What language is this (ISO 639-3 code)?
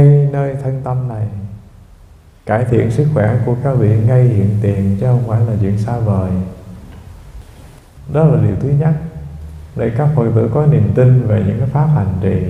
vie